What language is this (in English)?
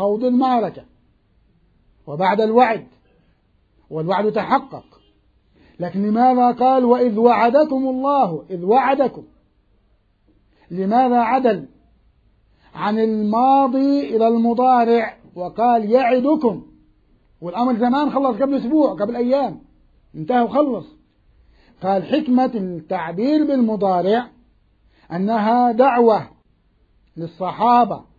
Arabic